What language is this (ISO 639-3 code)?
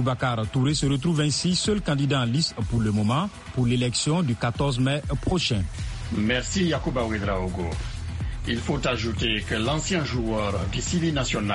fra